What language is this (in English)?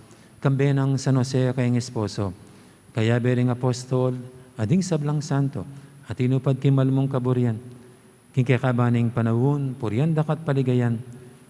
Pampanga